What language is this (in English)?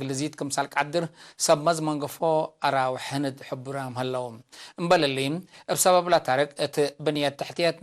Tigre